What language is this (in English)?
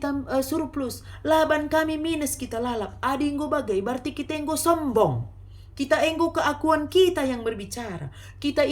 Batak Karo